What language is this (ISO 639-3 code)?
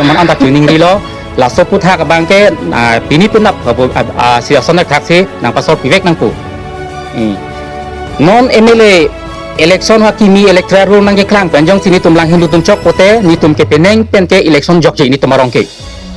mjw